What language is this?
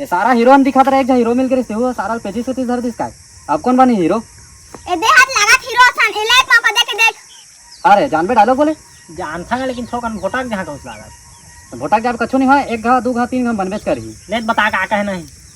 Chhattisgarhi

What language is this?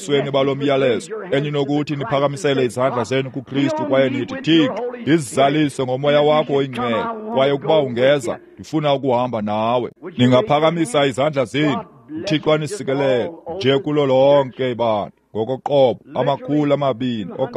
Xhosa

